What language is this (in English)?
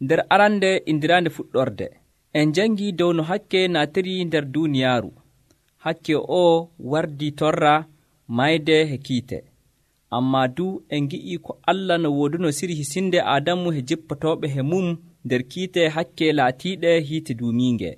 Nigerian Fulfulde